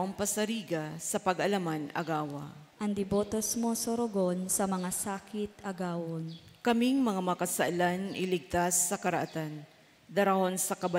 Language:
Bikol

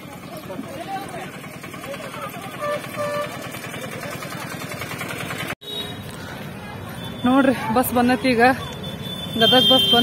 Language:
Kannada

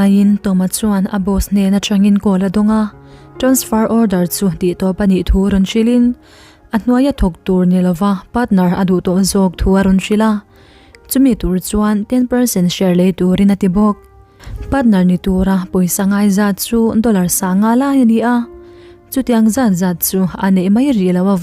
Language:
Mizo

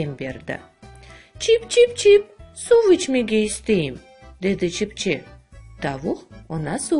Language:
Crimean Tatar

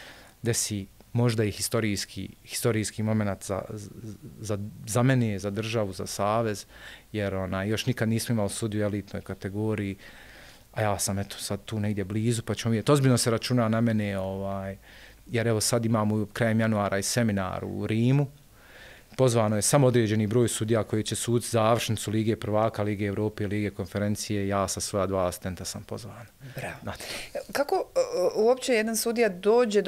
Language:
Bosnian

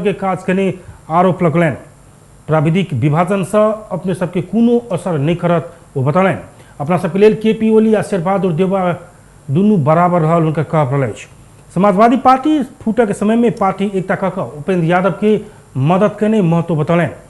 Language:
Maithili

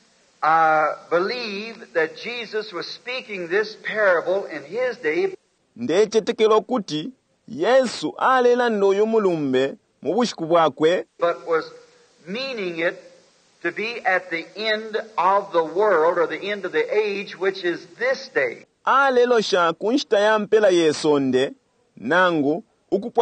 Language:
Bemba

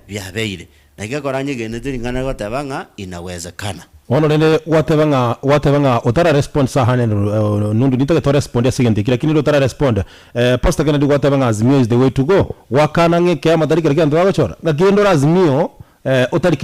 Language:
Gusii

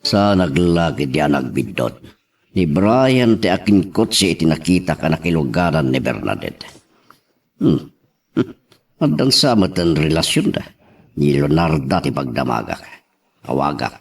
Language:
Iloko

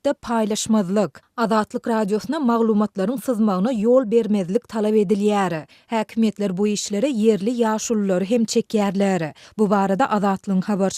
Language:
Turkmen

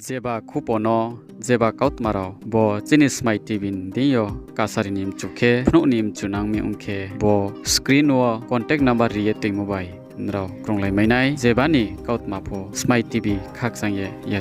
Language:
Riang (India)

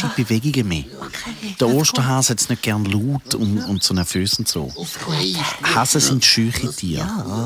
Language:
Swiss German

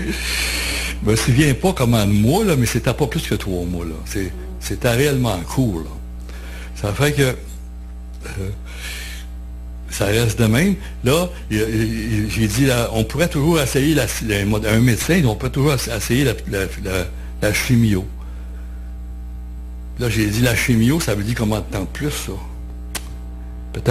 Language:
French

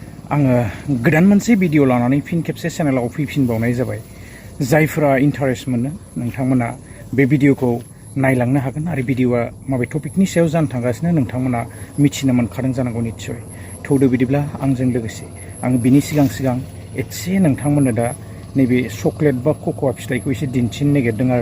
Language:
Bodo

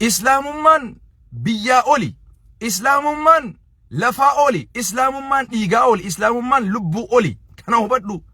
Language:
Oromo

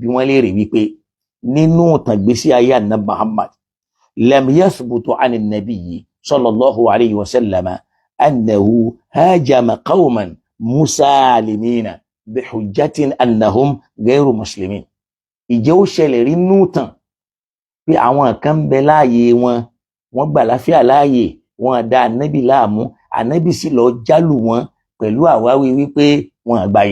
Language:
Yoruba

